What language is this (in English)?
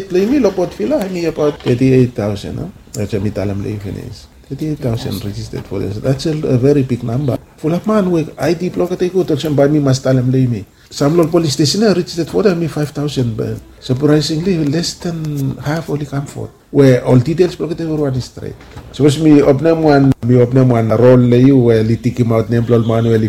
Bislama